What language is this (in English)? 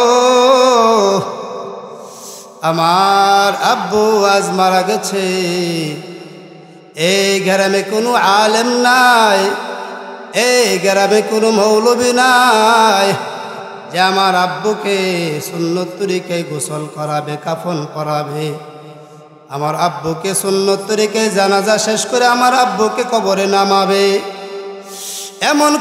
Bangla